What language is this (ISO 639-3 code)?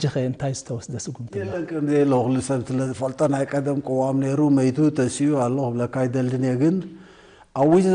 tir